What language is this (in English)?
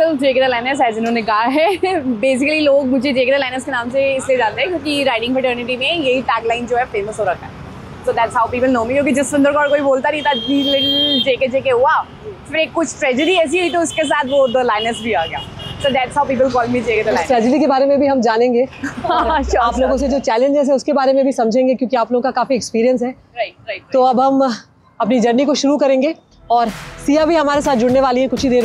Hindi